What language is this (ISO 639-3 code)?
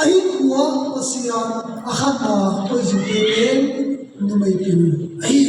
ctd